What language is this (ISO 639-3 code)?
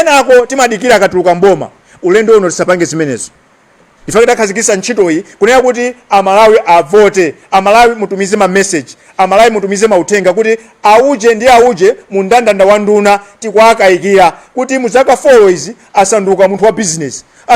nya